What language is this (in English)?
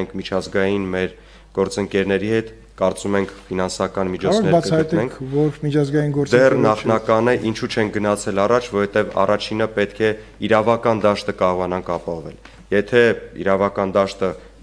Armenian